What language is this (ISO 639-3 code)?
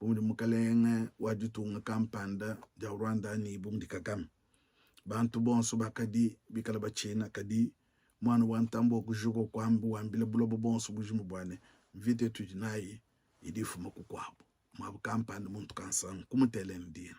lua